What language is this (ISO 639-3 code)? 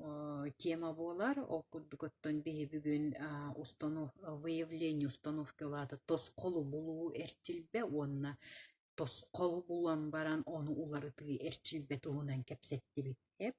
sah